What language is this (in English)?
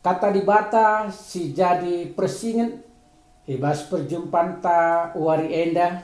Batak Karo